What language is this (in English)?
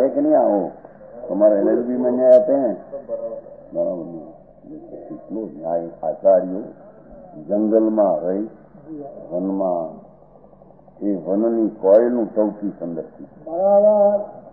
Gujarati